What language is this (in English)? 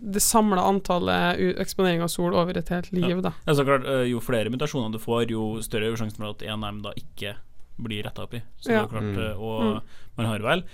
Norwegian